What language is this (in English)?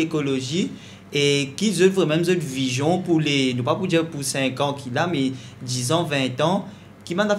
Morisyen